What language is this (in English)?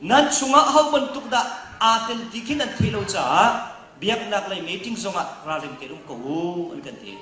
Hakha Chin